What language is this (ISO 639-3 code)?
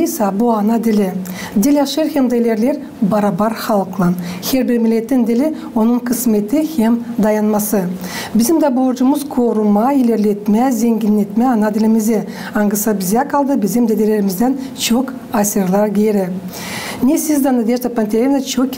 gag